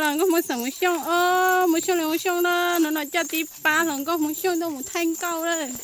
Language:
Hmong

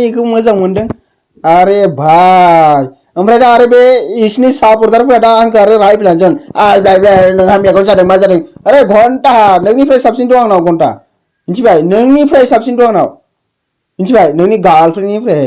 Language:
Bodo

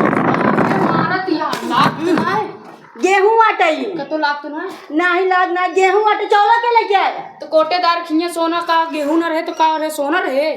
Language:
Awadhi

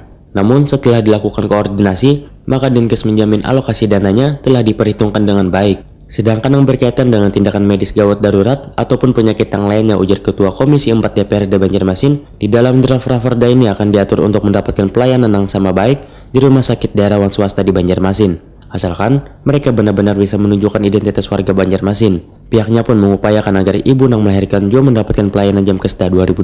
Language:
Banjar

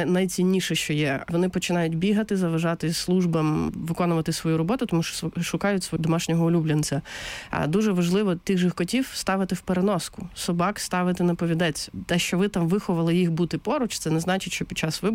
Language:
Ukrainian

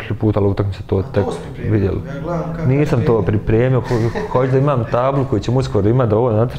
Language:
Bosnian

